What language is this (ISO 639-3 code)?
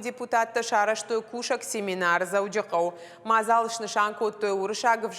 oss